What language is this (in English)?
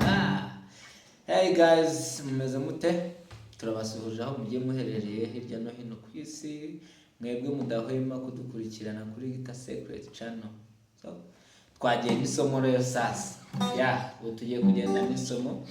Kinyarwanda